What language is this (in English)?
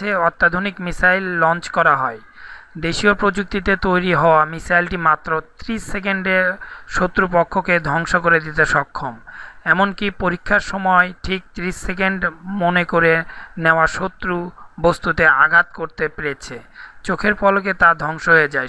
Bangla